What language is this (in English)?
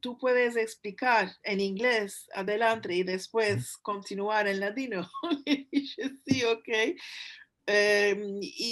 Ladino